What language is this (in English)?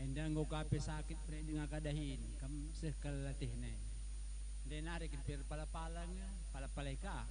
Batak Karo